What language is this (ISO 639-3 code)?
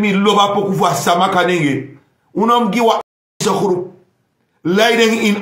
srn